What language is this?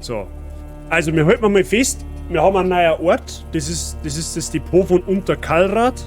Bavarian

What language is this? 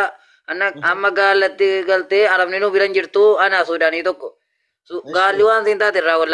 Oromo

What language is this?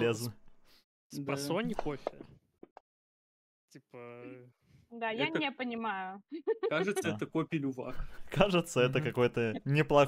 Russian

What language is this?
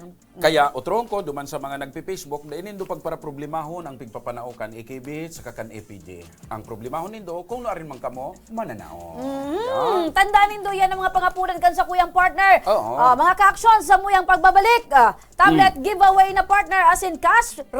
Bikol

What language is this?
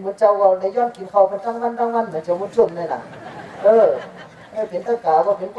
Shan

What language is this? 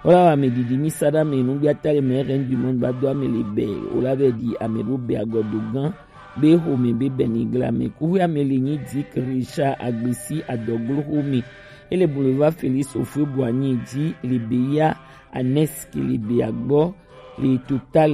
Gen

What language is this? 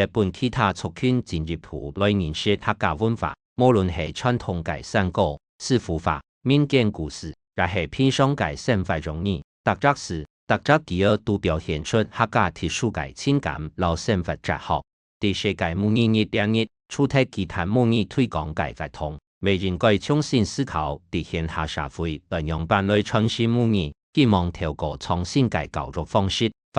Hakka Chinese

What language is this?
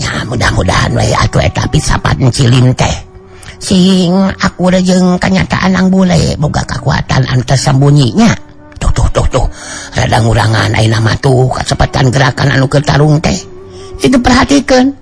Sundanese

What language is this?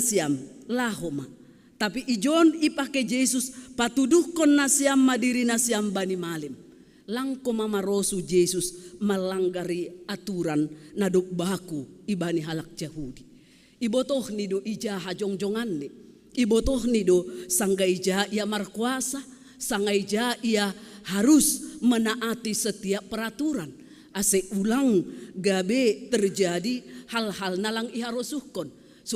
Batak Simalungun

